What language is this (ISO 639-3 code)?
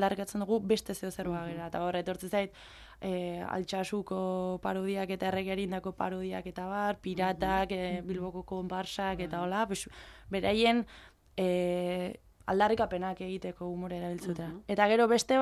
eus